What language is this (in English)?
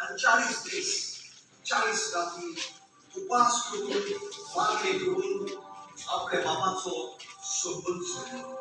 Konkani